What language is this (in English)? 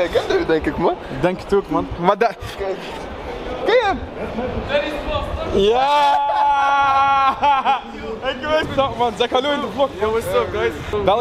Dutch